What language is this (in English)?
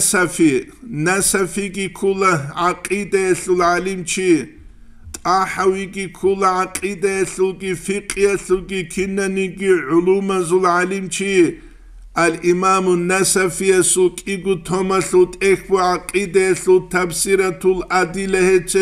Avaric